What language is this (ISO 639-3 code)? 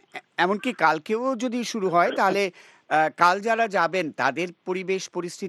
ben